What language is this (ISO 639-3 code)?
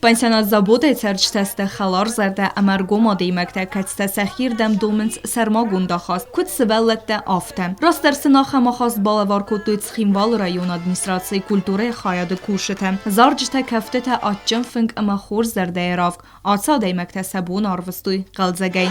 oss